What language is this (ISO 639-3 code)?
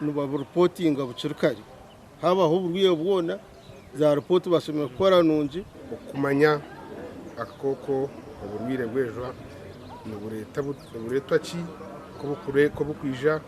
nyn